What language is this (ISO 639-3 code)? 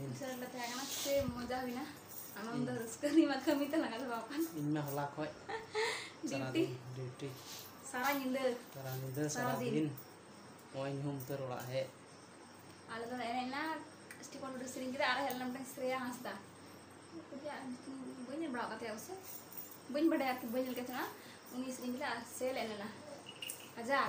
sat